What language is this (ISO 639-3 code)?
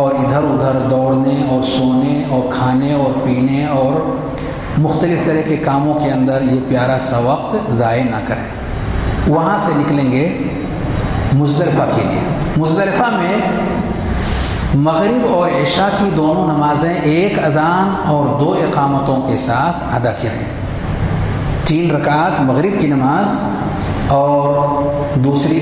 urd